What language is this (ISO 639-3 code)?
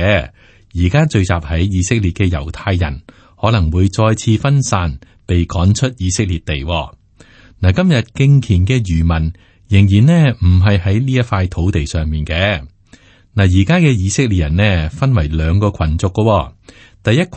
yue